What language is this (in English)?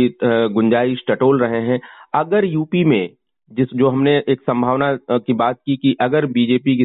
Hindi